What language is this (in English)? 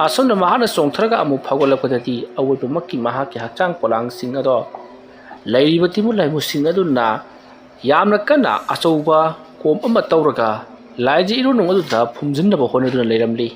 Manipuri